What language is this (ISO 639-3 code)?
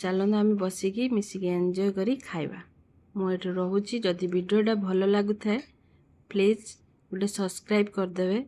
ori